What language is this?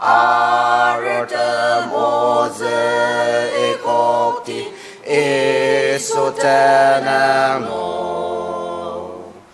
Ao Naga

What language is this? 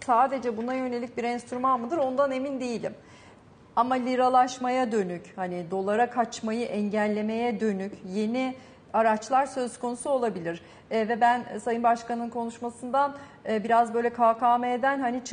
Turkish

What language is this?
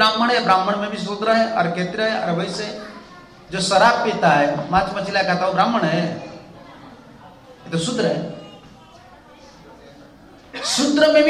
Hindi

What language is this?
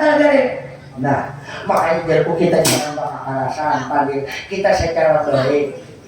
Banjar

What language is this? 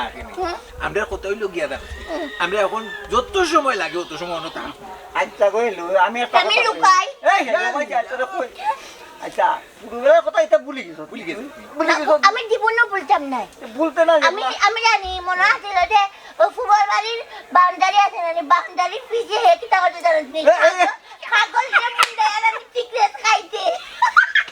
Sylheti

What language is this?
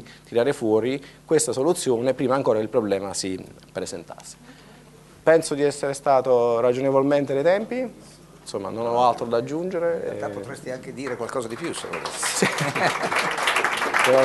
Italian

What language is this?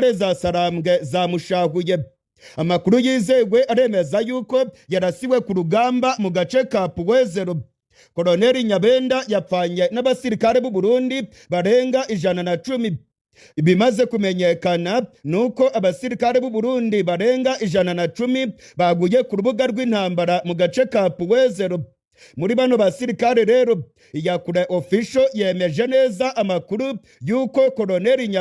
Rundi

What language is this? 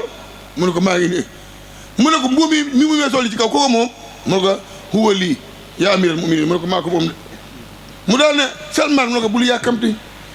Wolof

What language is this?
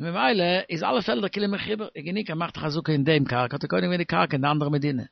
Yiddish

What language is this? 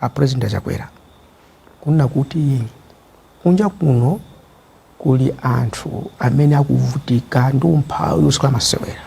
Nyanja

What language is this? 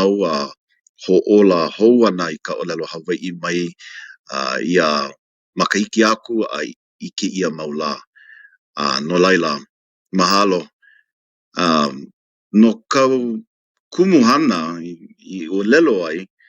Hawaiian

